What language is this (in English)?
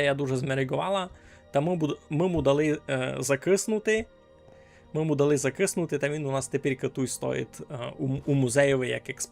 Rusyn